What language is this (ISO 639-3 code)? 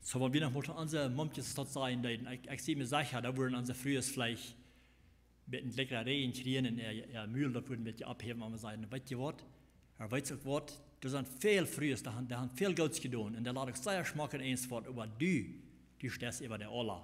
pdt